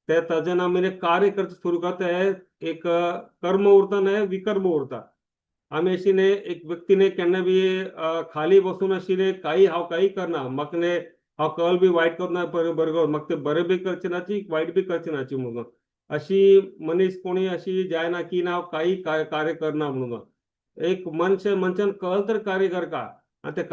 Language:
Konkani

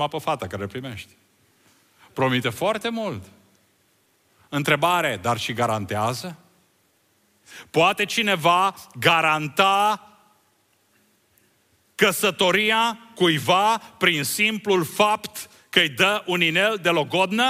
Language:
Romanian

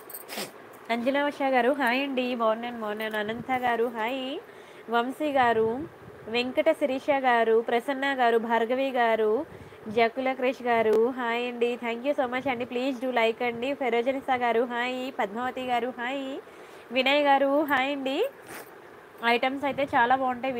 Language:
Telugu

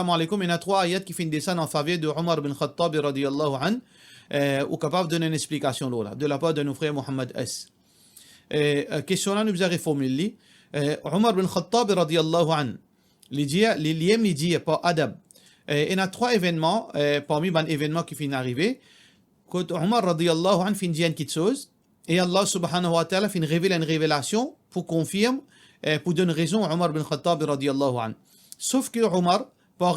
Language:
Morisyen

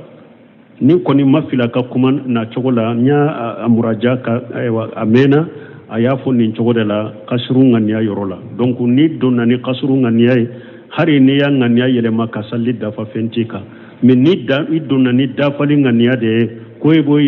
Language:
Bambara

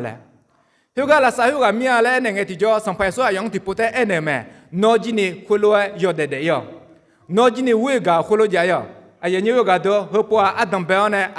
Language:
Akha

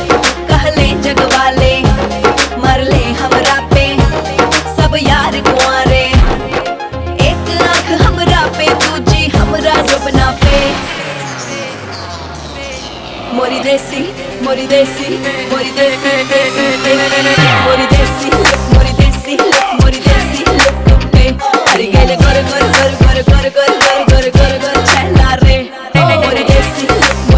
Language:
Bhojpuri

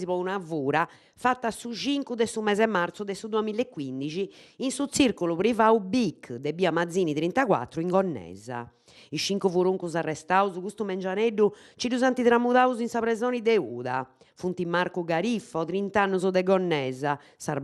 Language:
Sardinian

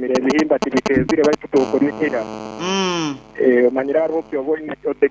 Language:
Nyankole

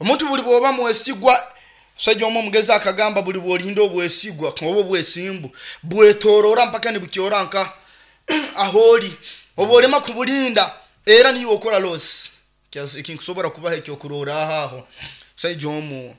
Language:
Nyoro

